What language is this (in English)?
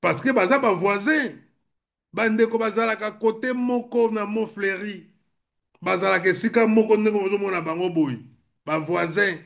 Lingala